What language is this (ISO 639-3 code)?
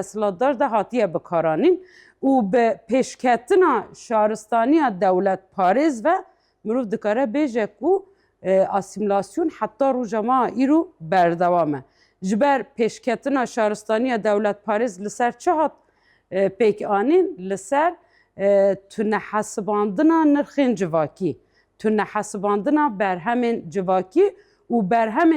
kur